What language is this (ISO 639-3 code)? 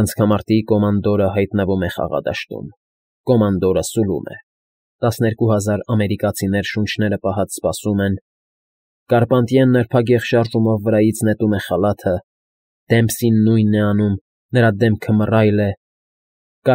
hye